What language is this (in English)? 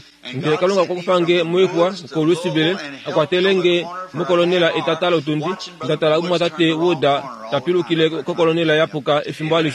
Kuanyama